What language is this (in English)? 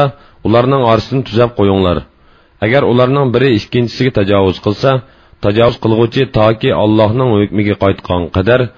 Uyghur